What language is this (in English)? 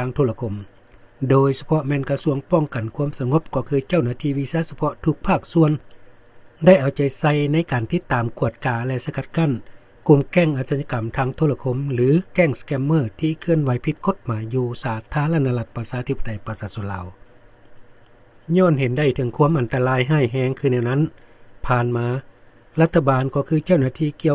Lao